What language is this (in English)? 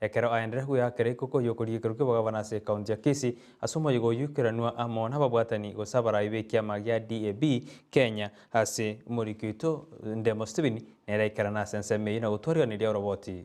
Gusii